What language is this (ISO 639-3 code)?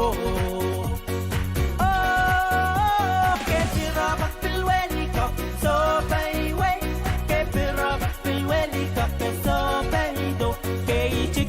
pon